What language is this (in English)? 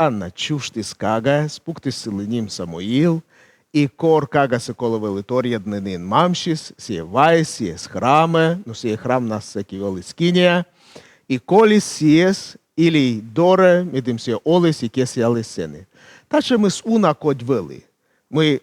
Komi